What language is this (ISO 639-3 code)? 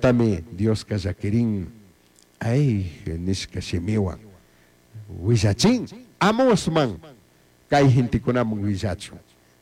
qug